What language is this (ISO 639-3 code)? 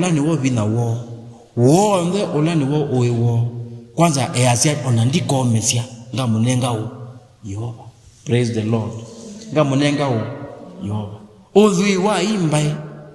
kam